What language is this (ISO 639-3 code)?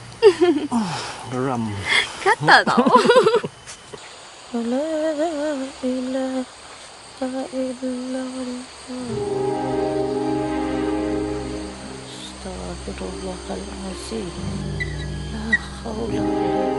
msa